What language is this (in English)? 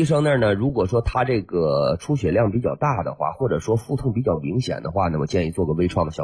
Chinese